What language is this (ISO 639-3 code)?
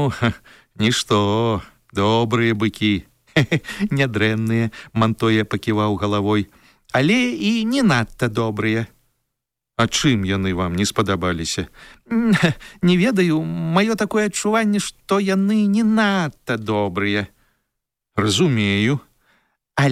bel